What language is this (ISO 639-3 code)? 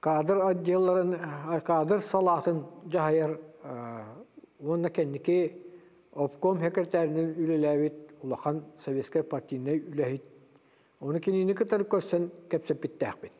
sah